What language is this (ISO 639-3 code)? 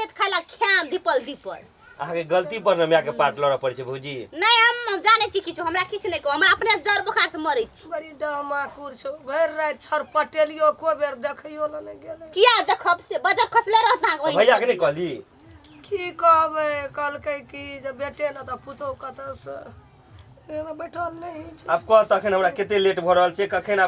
mai